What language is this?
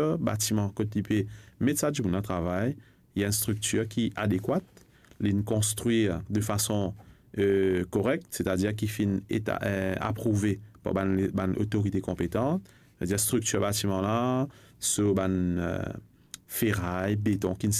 Morisyen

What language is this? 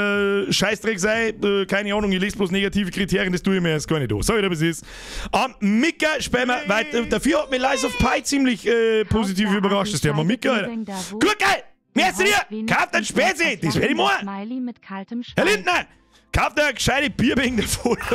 Bavarian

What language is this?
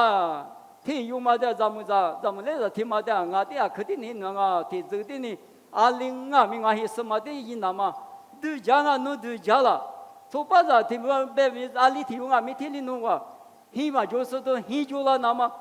Lisu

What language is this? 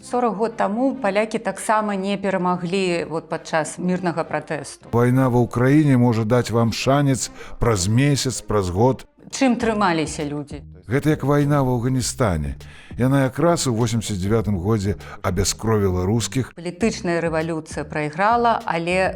Belarusian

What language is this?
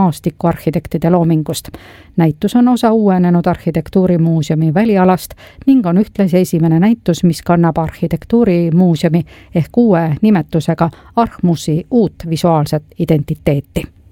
Estonian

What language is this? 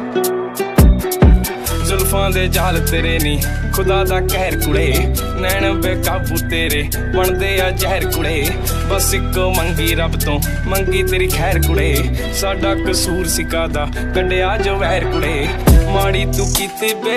Punjabi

